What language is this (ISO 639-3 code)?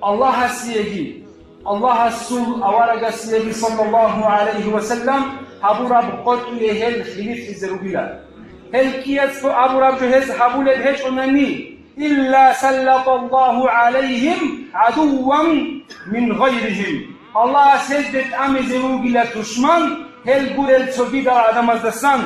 ava